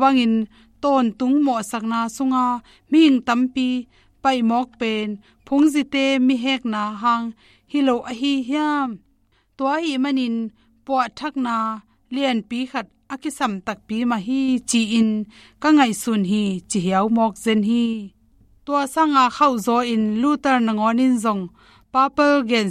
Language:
Tedim Chin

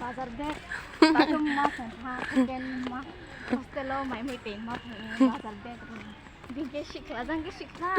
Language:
Riang (India)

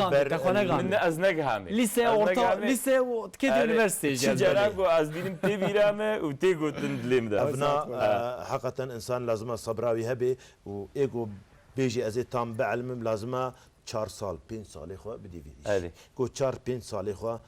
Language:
Kurdish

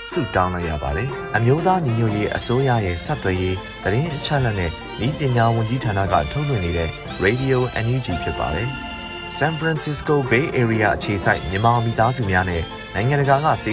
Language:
Burmese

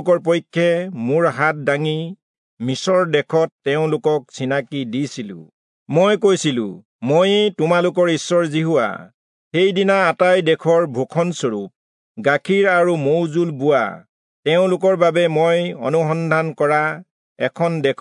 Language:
Assamese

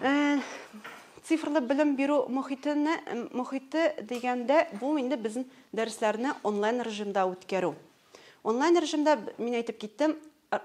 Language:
Tatar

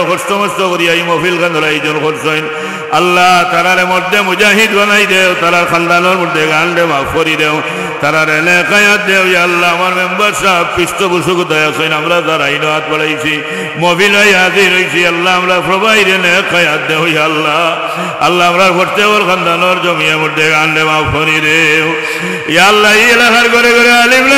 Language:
Sylheti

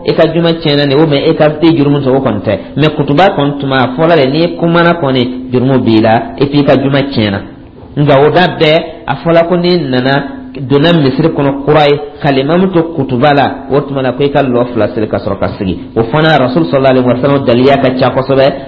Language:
Dyula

